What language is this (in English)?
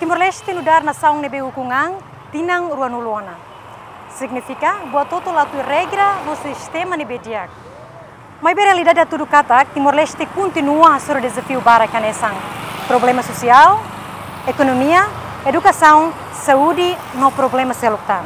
Tetum